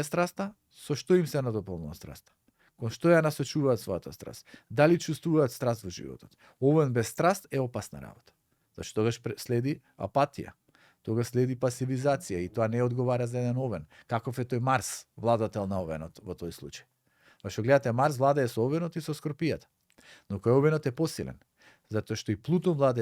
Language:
Macedonian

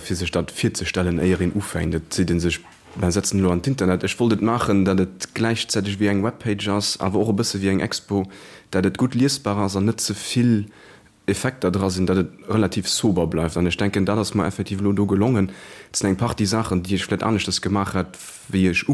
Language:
Luxembourgish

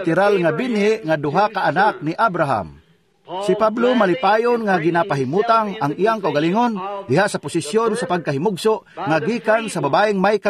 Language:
Cebuano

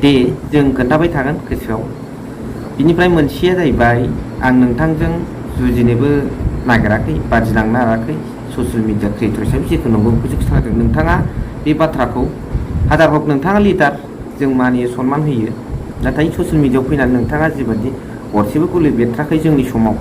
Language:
Bodo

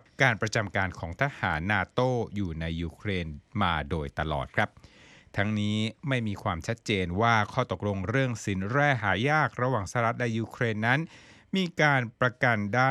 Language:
Thai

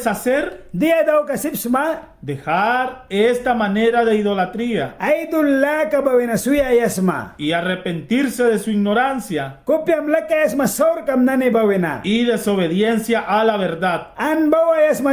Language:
Mískito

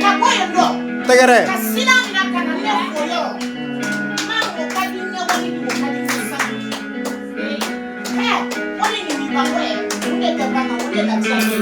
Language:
Bambara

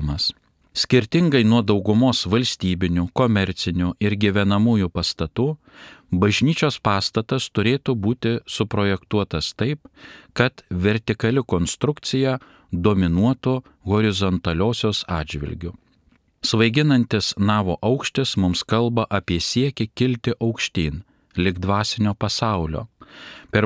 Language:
Lithuanian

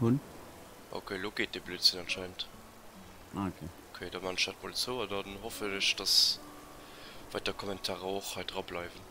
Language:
Luxembourgish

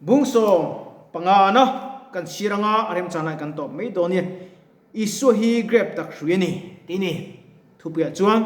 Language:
Mizo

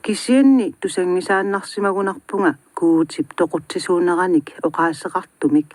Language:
Kalaallisut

